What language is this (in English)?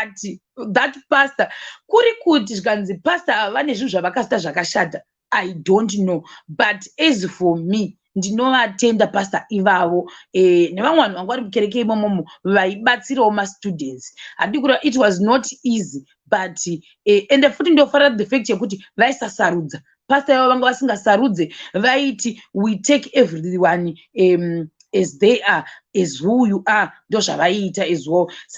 Shona